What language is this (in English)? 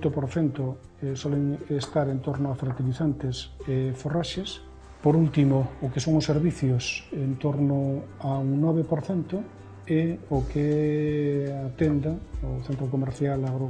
Galician